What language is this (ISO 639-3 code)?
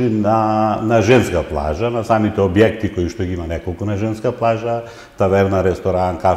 mkd